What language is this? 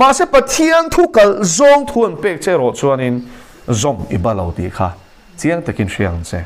Mizo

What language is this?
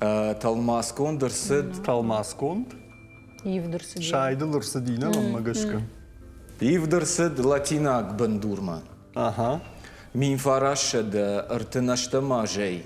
Ossetic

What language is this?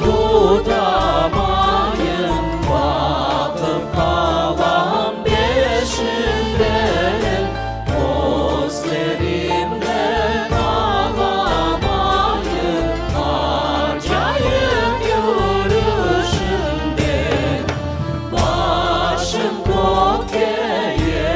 Crimean Tatar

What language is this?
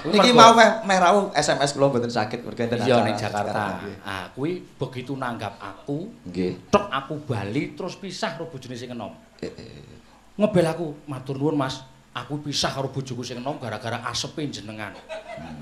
Javanese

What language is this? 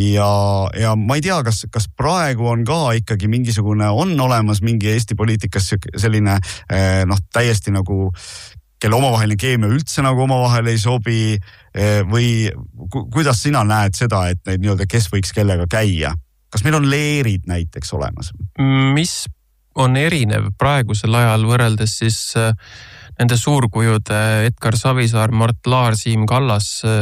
Estonian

